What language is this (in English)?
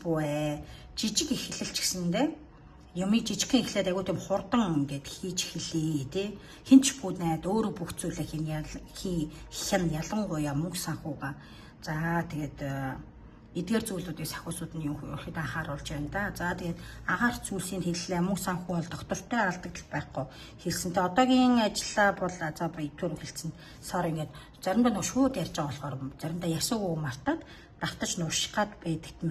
Mongolian